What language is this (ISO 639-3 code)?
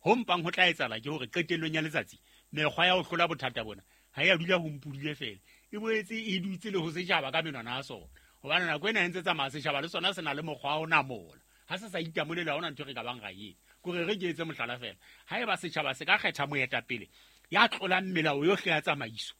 sot